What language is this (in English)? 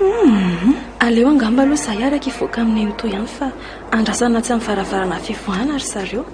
Malagasy